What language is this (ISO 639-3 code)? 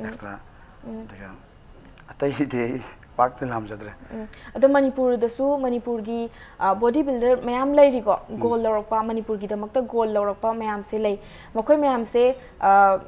mni